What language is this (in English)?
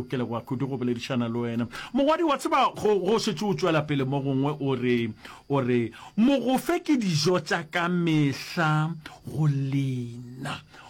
Northern Sotho